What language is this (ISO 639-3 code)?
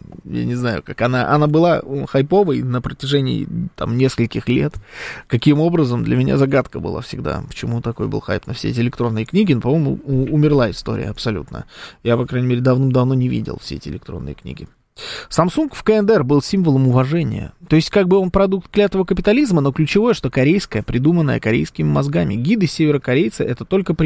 rus